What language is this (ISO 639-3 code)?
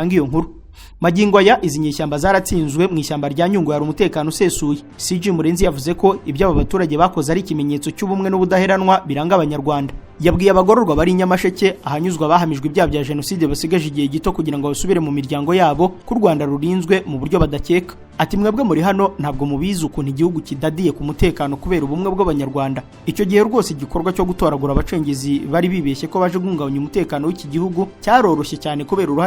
kin